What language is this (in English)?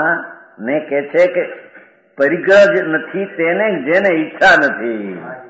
Gujarati